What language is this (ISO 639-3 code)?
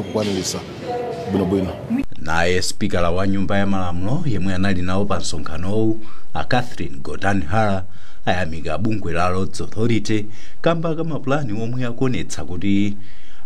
nya